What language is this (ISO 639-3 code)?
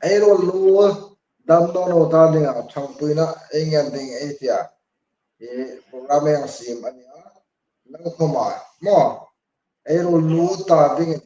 hmr